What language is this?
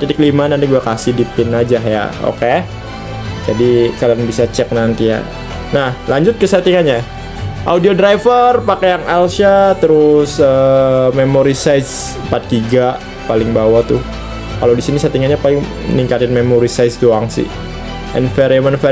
Indonesian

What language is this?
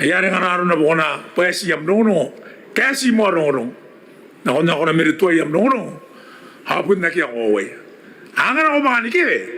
Gilbertese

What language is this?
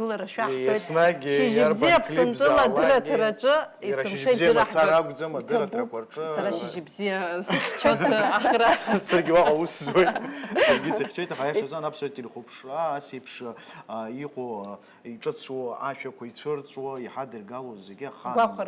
Abkhazian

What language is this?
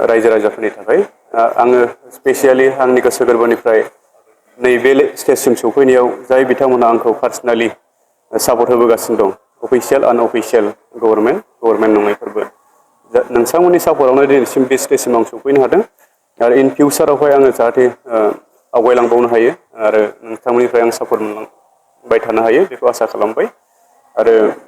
Bodo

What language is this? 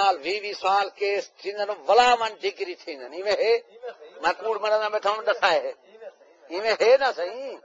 Saraiki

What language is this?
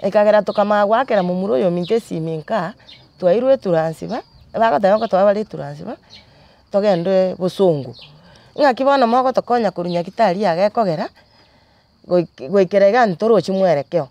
Gusii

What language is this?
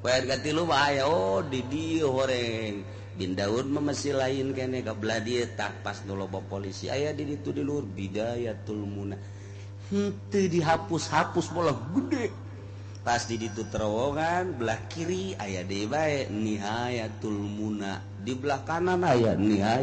Sundanese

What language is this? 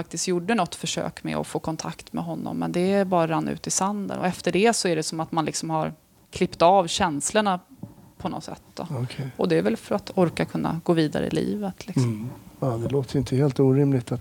Swedish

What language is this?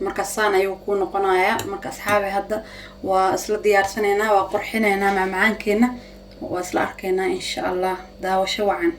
Somali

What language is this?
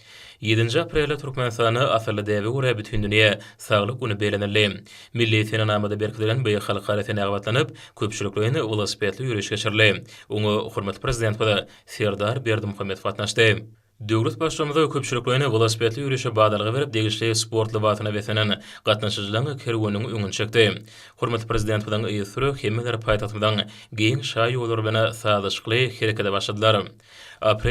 Turkmen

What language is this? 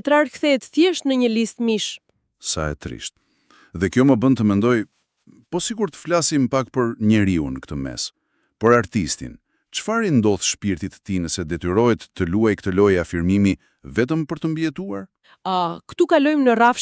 Albanian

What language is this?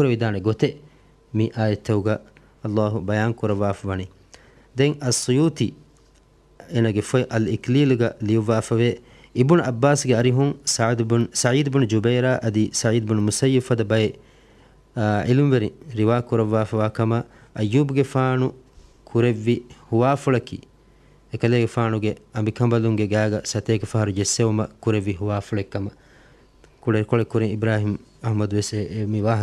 Divehi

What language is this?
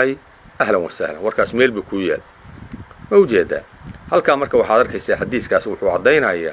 Somali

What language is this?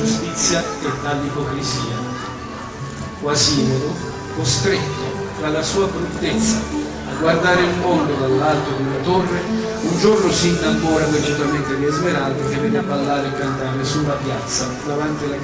Italian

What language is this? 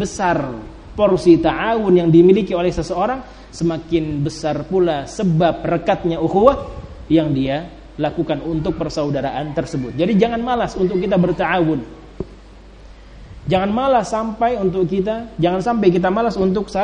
Indonesian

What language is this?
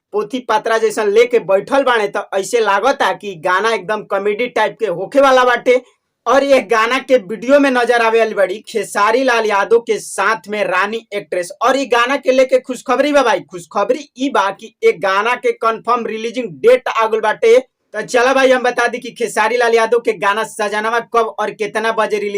Bhojpuri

